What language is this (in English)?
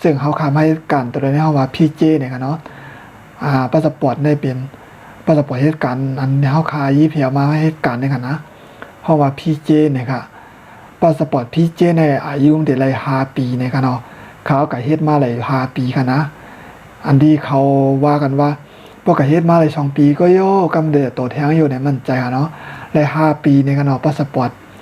Shan